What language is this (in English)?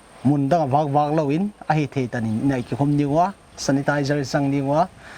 Paite Chin